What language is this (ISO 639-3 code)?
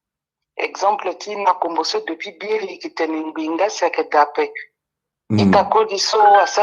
sag